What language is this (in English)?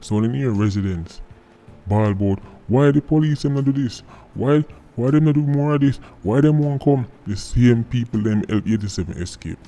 Jamaican Creole English